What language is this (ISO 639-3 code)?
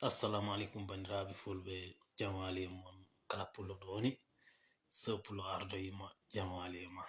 ful